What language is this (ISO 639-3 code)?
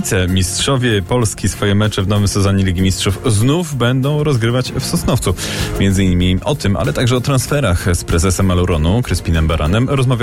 pol